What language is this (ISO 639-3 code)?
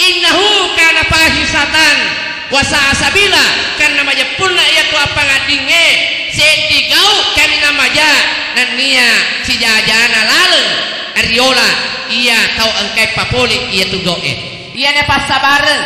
bug